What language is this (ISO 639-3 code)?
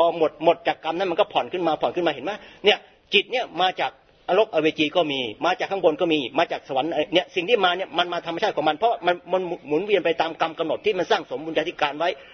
tha